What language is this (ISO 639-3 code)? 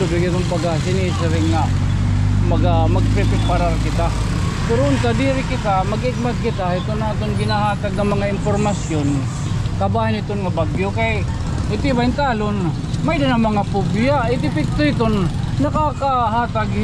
war